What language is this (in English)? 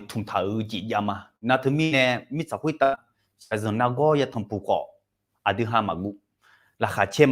Akha